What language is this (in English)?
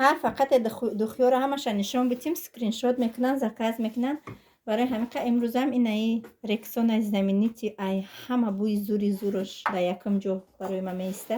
Tajik